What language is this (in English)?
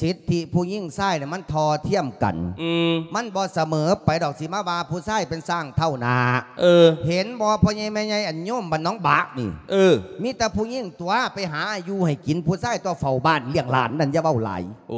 Lao